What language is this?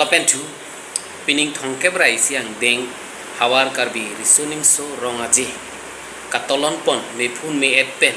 Karbi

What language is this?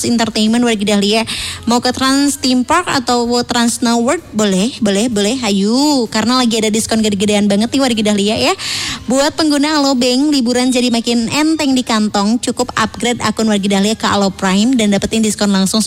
Indonesian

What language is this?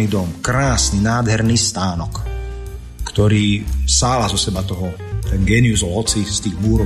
Slovak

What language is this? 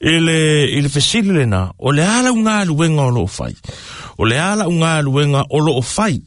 Samoan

